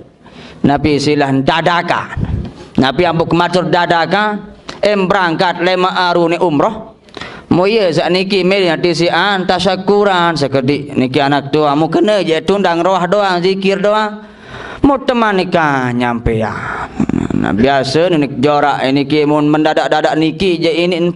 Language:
Sasak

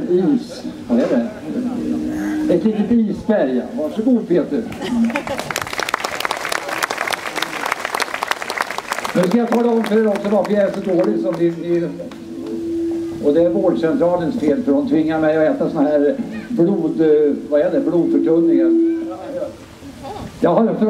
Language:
Swedish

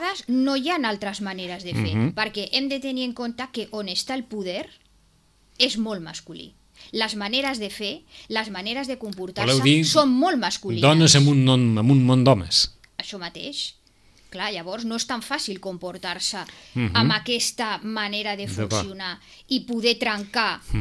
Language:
Catalan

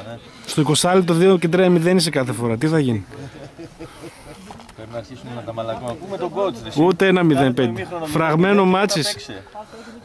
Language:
Greek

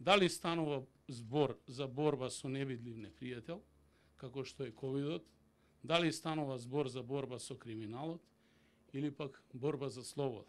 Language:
Macedonian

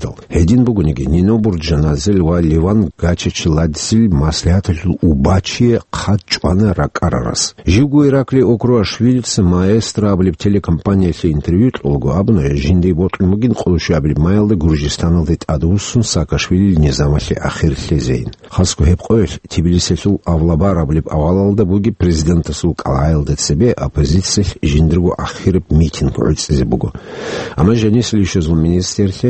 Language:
Avaric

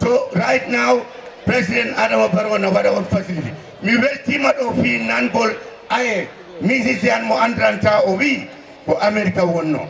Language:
Fula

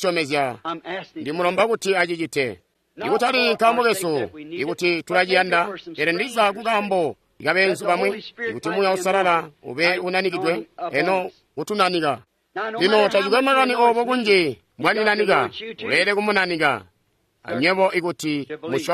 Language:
Tonga (Zambia)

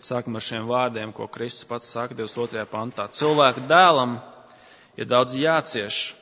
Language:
Latvian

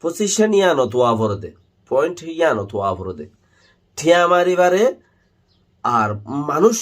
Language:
Rohingya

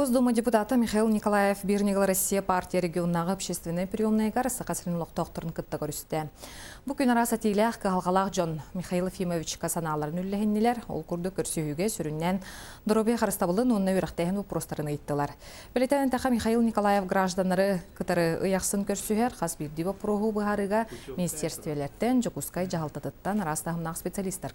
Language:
Yakut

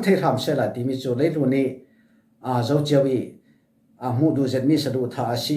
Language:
Falam Chin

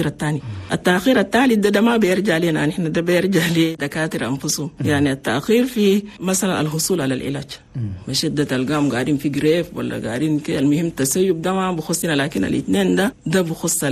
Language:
Chadian Arabic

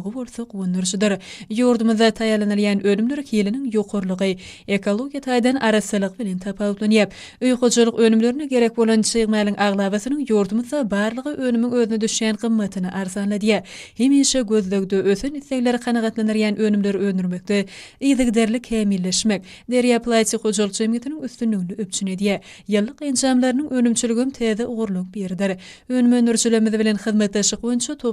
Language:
Turkmen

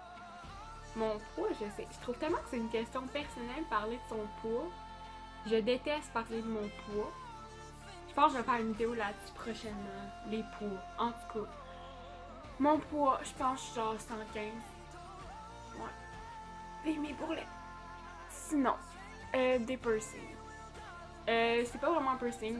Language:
French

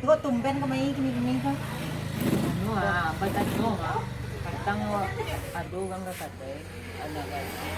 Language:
Minangkabau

